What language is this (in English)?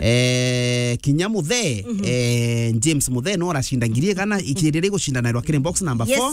Meru